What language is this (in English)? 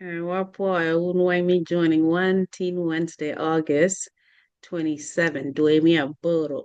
Acoli